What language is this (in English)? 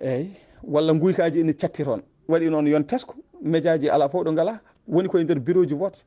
Fula